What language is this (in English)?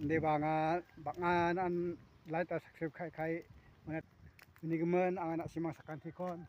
Garo